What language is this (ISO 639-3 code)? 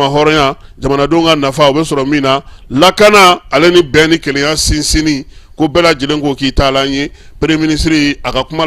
bam